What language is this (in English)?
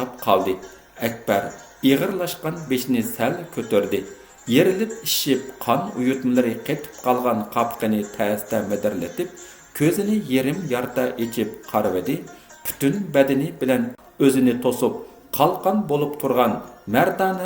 Uyghur